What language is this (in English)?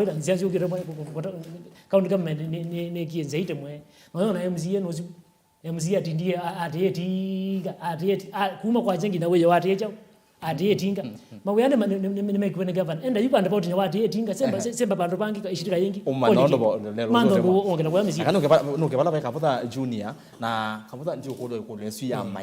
Kamba